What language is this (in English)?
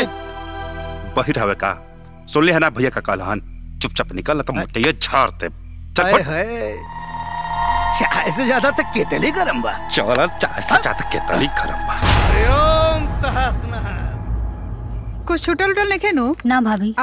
Bhojpuri